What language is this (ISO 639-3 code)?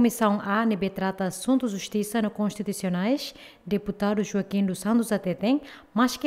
tet